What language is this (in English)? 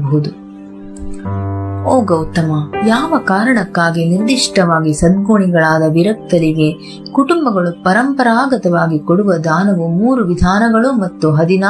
Kannada